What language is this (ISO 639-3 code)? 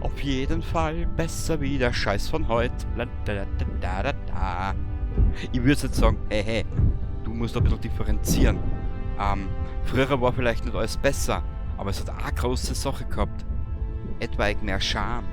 bar